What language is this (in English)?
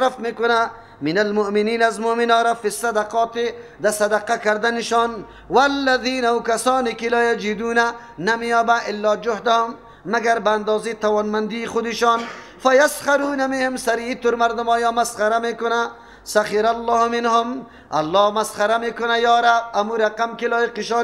Persian